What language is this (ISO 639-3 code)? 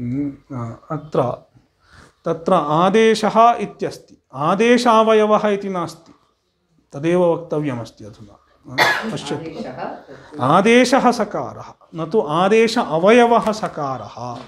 san